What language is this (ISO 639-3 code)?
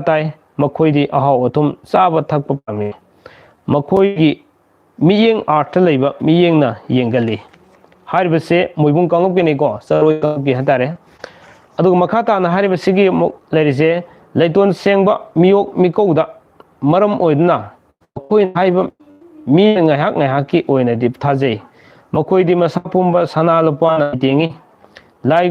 mni